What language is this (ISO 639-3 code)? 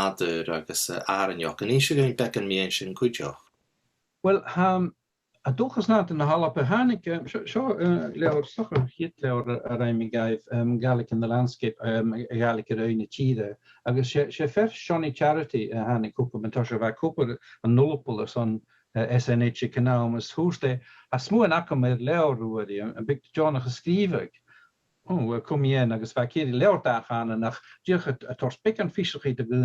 gla